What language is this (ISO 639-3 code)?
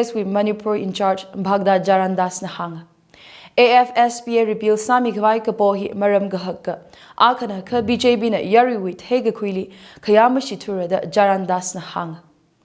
nmf